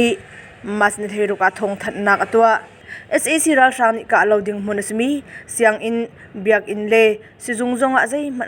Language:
Hakha Chin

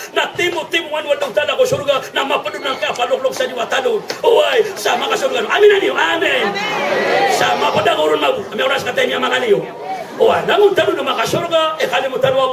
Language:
Maranao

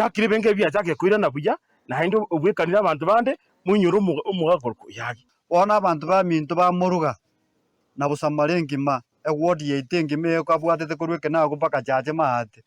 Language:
Gusii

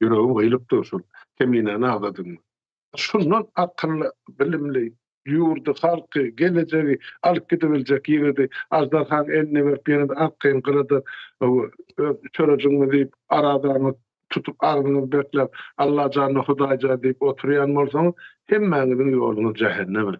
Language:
Turkmen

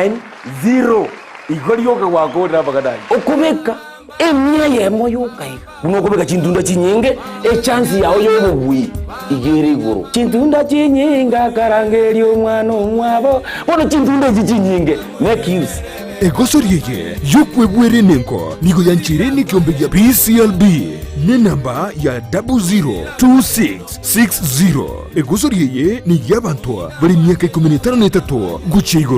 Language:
Gusii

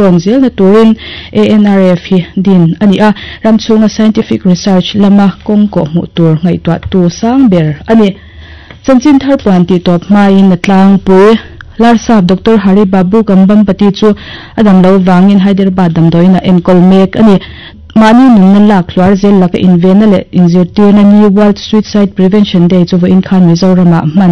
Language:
Mizo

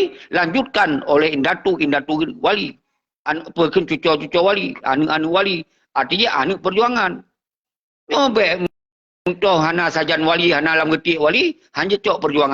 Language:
Achinese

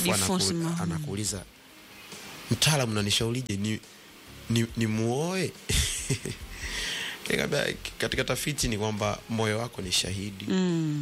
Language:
Swahili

